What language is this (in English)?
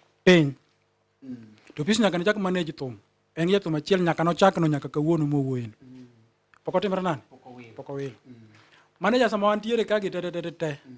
Luo (Kenya and Tanzania)